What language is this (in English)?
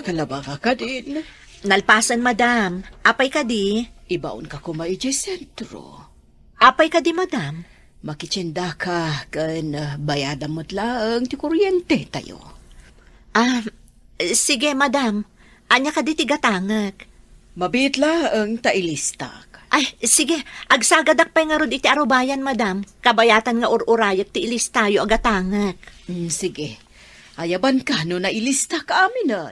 Iloko